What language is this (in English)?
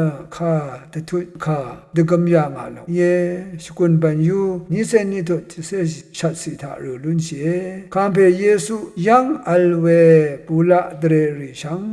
Rawang